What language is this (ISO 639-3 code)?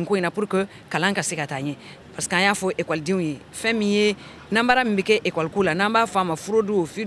bam